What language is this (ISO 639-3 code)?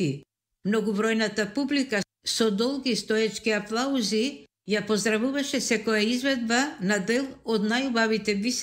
mkd